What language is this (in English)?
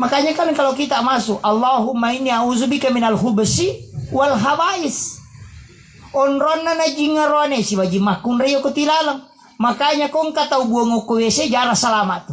Buginese